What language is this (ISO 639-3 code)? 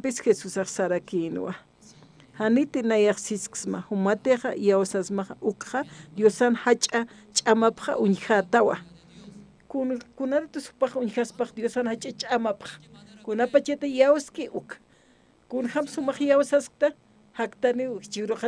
aym